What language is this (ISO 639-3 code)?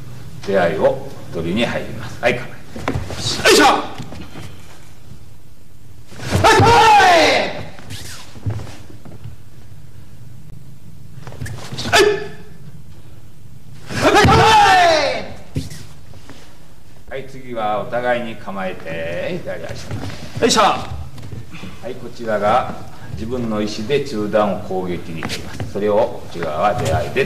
jpn